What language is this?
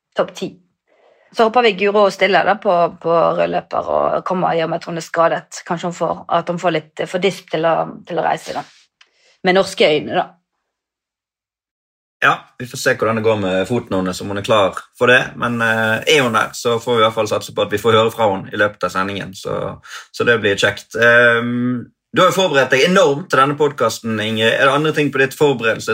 Norwegian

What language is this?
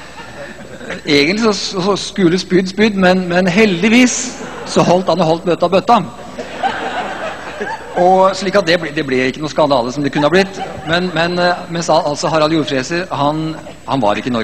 Norwegian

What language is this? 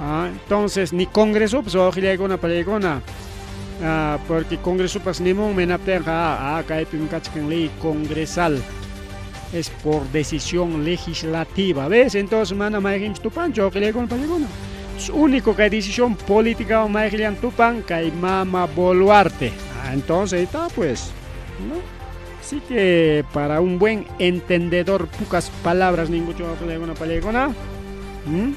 Ayacucho Quechua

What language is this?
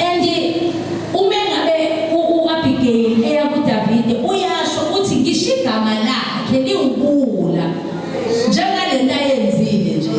Zulu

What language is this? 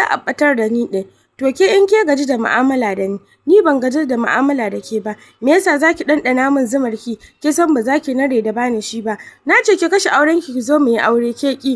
Hausa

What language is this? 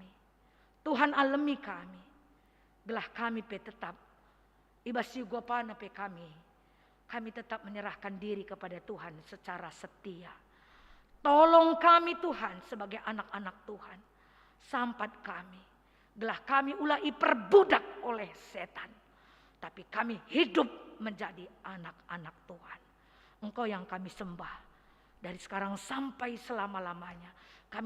Batak Karo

